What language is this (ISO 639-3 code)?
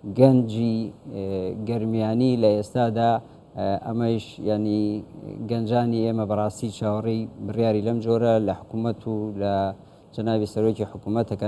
ckb